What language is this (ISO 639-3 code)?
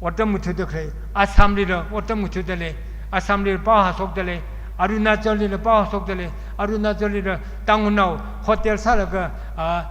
nmf